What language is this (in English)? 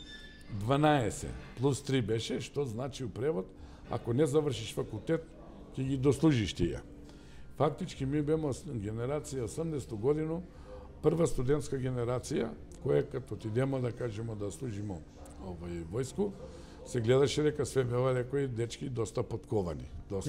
Macedonian